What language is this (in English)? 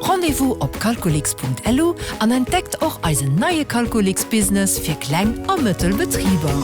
Luxembourgish